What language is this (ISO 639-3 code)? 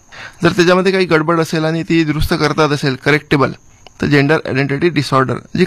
mar